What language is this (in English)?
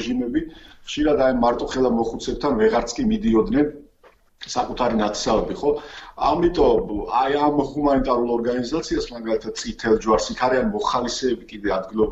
Georgian